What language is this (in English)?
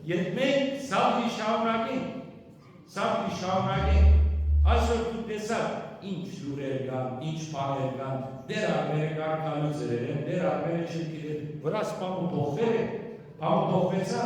Western Armenian